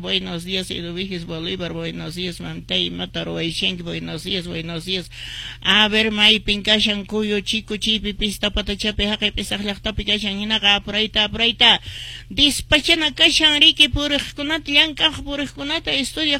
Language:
Quechua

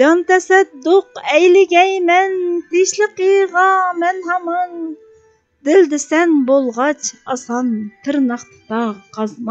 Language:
Uyghur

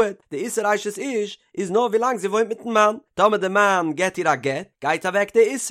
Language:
Yiddish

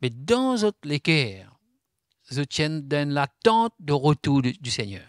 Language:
Morisyen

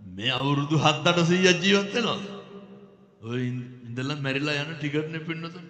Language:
Sinhala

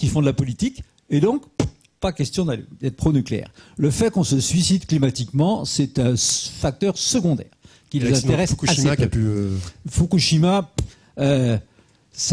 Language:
French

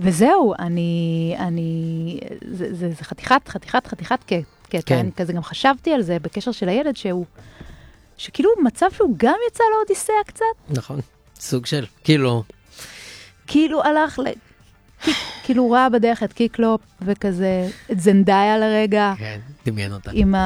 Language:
Hebrew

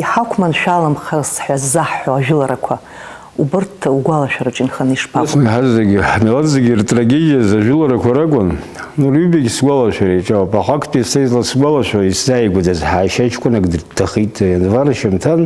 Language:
Abkhazian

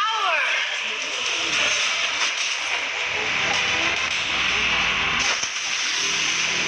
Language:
English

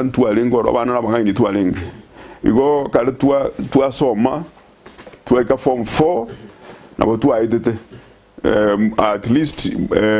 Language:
Gusii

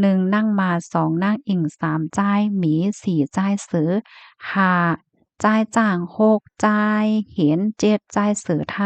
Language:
Shan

